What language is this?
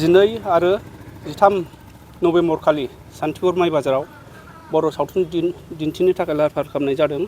Bodo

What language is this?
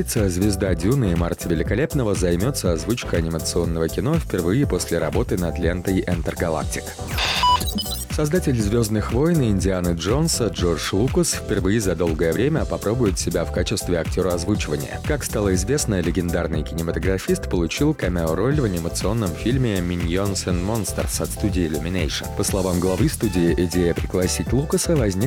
Russian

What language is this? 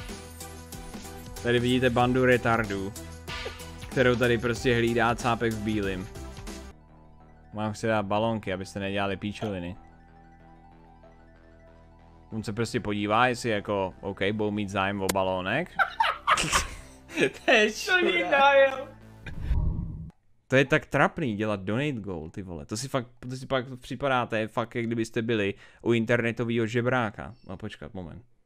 Czech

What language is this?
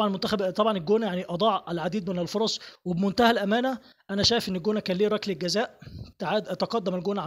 Egyptian Arabic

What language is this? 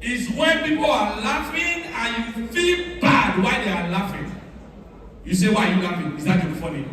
Nigerian Pidgin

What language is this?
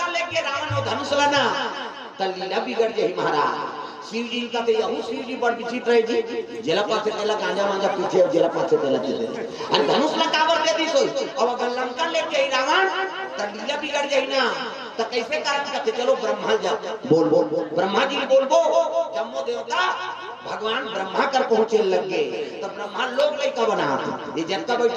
Chhattisgarhi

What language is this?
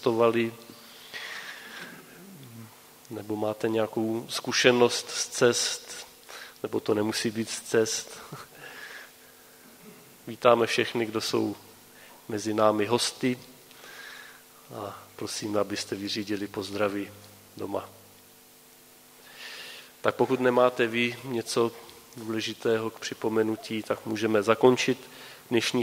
Czech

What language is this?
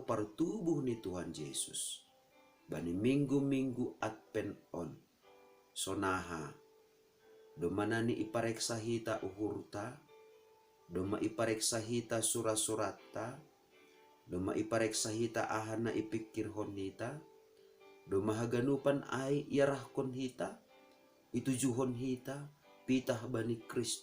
Batak Simalungun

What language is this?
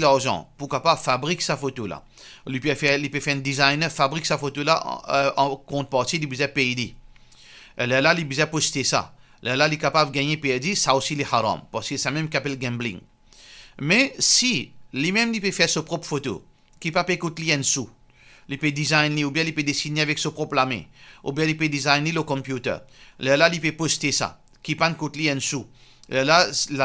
Morisyen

